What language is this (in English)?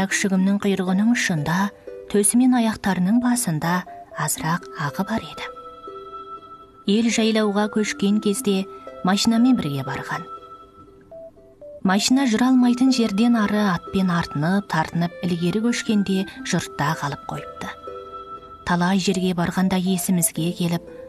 Kazakh